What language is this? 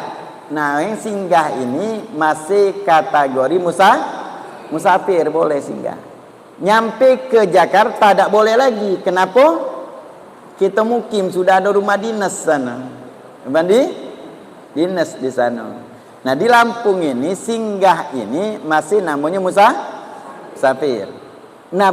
Musi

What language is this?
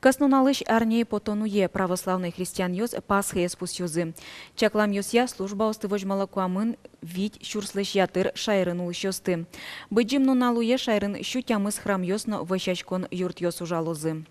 Udmurt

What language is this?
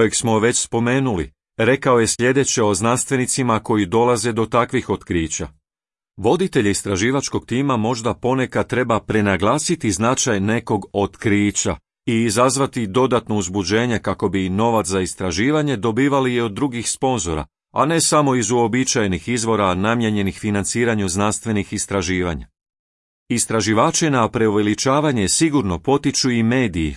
Croatian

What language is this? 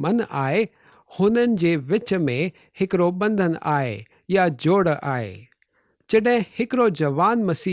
Sindhi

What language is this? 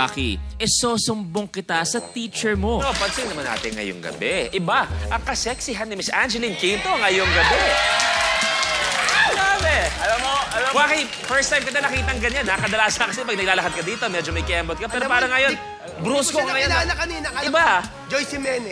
Filipino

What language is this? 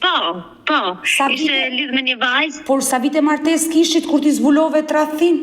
Albanian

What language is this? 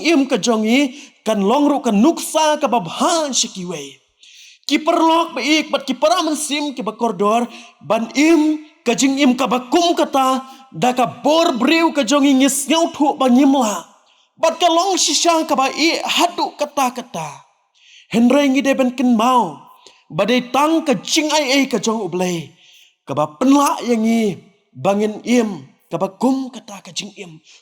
Khasi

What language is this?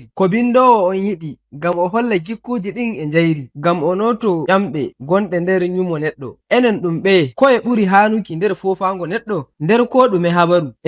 Nigerian Fulfulde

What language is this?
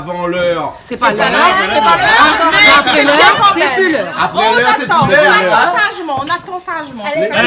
Réunion Creole French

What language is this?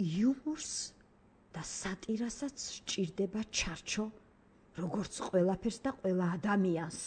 Georgian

